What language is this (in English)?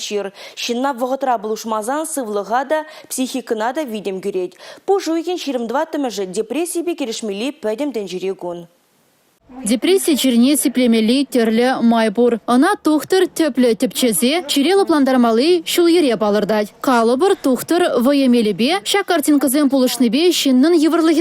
Chuvash